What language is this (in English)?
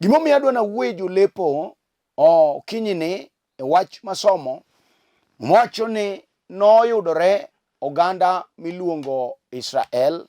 Luo (Kenya and Tanzania)